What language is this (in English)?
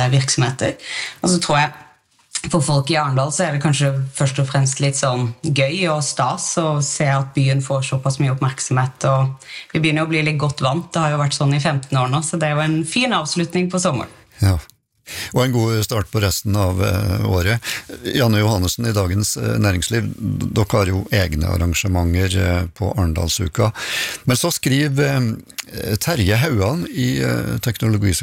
Norwegian